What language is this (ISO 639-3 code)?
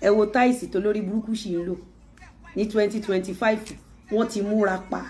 yor